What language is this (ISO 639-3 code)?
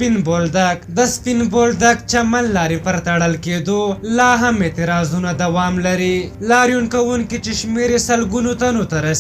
pus